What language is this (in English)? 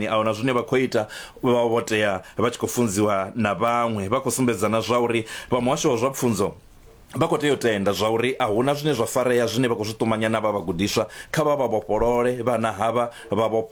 Venda